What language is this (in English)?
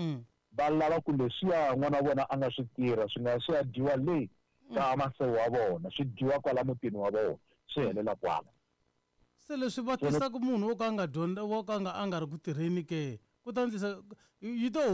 Tsonga